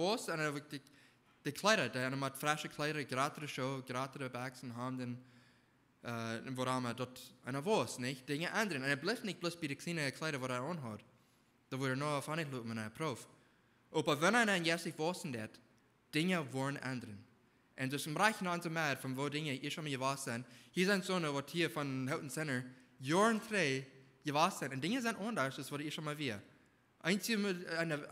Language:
Plautdietsch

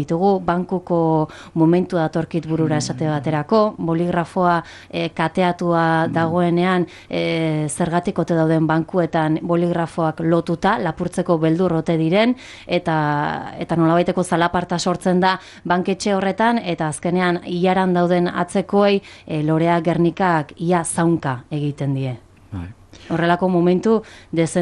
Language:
Basque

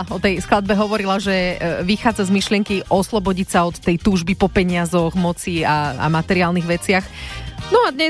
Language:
Slovak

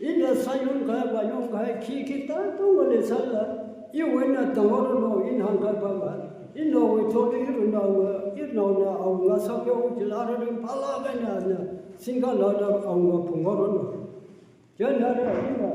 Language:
Tangkhul Naga (India)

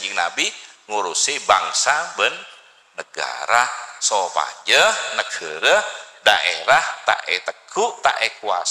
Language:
Madurese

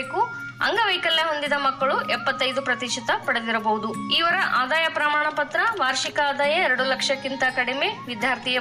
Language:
Kannada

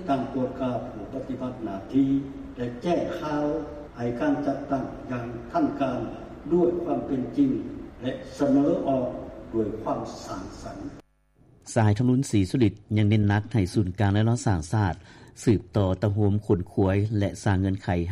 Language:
Lao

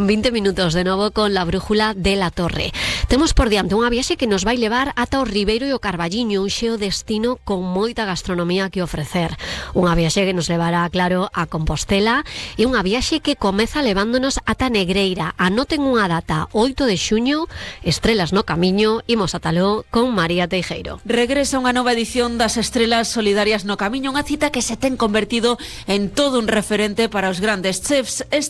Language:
Galician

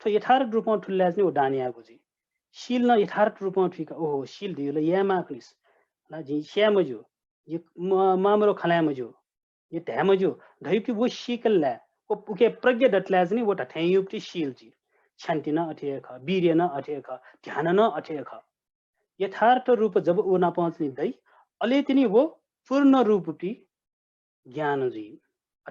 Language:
Newari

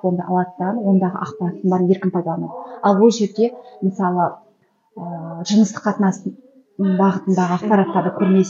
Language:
Kazakh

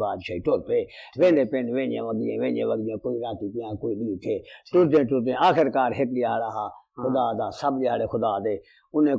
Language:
Saraiki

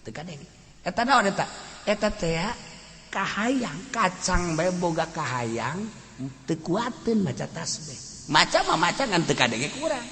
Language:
Sundanese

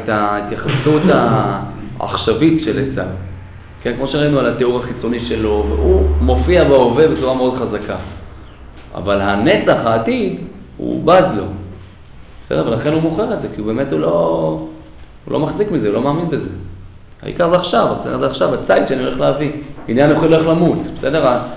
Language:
Hebrew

